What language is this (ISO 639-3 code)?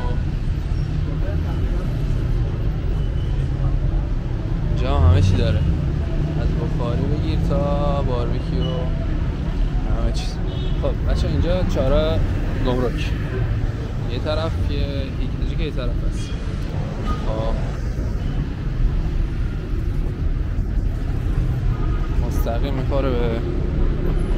fas